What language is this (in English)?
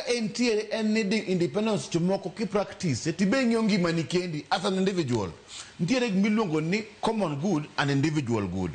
Luo (Kenya and Tanzania)